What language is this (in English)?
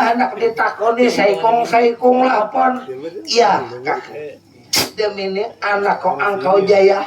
Banjar